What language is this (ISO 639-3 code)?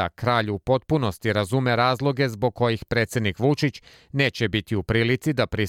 srp